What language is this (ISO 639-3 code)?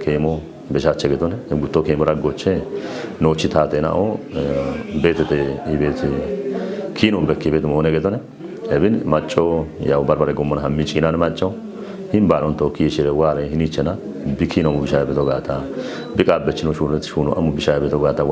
kbr